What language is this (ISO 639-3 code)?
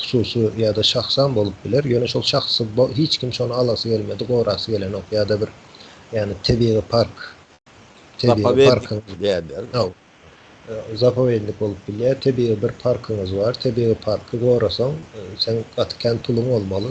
tuk